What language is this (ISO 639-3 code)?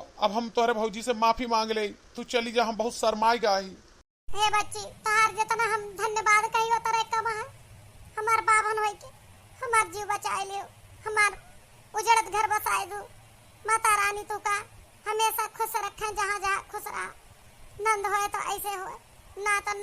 awa